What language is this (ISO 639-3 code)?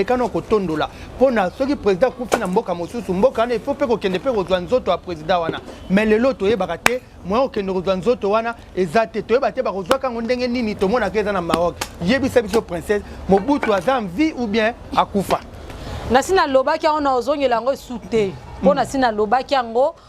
lin